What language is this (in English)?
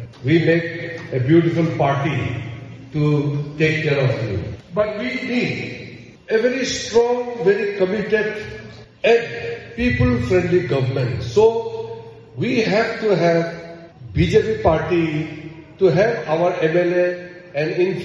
Mizo